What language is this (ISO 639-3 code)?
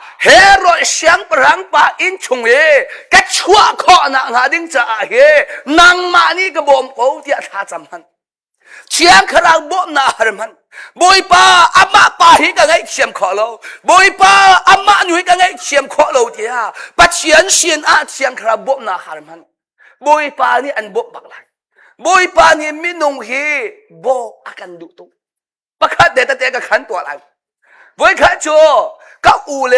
cnh